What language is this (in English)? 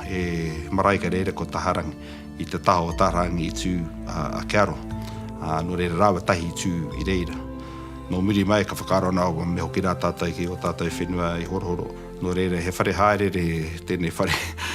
Māori